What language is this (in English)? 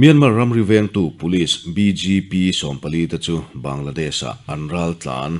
Mizo